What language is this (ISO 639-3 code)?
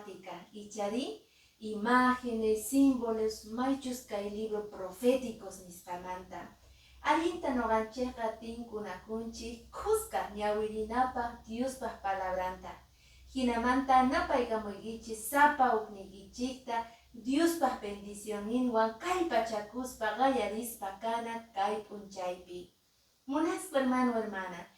que